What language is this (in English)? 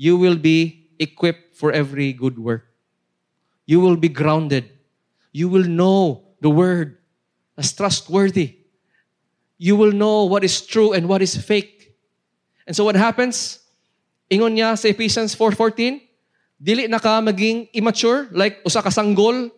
Cebuano